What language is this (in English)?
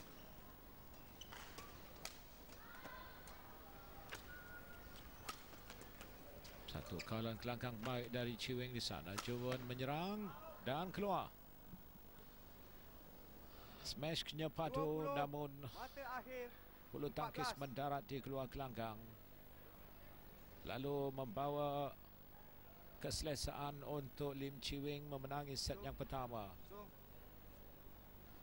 Malay